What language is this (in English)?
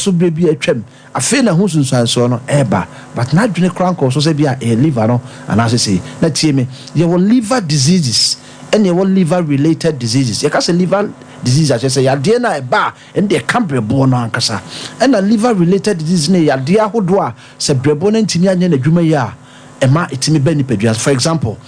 Akan